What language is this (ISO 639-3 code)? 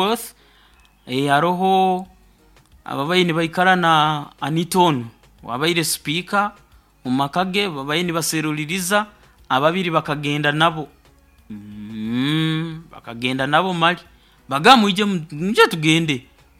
nyo